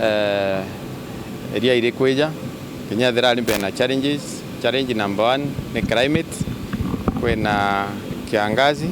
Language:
Meru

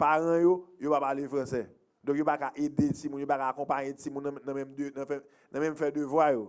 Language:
Haitian Creole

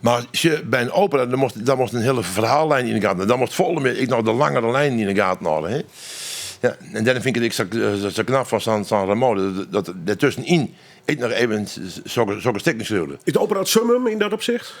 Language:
Western Frisian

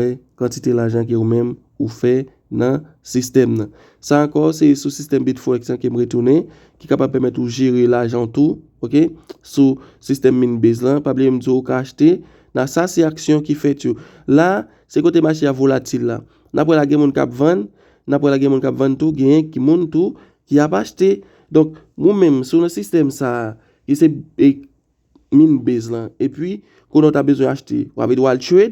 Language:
Haitian Creole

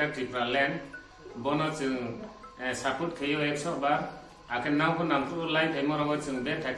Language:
Riang (India)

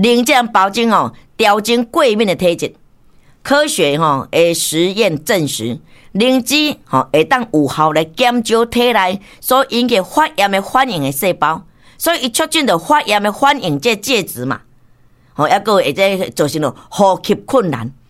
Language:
Min Nan Chinese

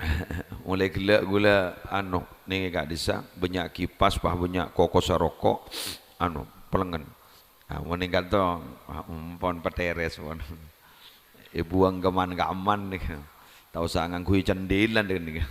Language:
Madurese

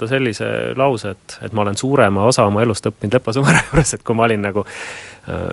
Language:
Estonian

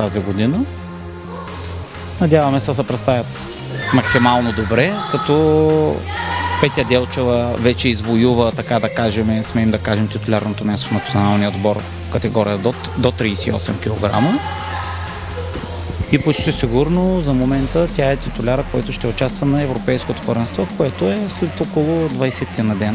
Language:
Bulgarian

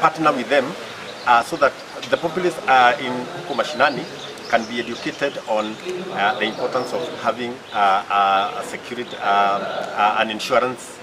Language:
Gusii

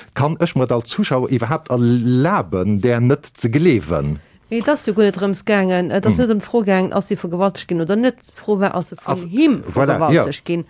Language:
Luxembourgish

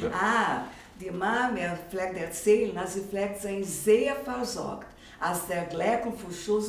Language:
Yiddish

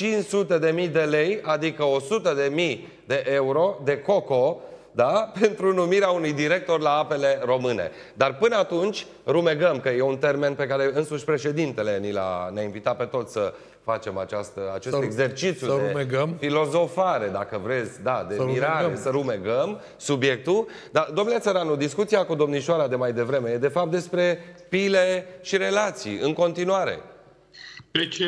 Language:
Romanian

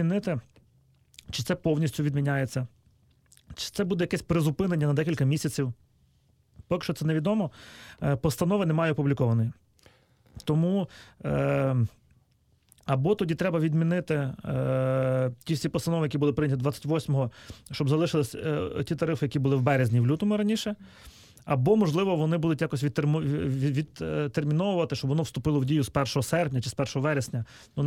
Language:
Ukrainian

